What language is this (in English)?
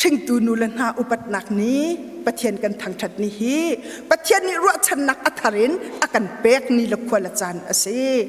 Hakha Chin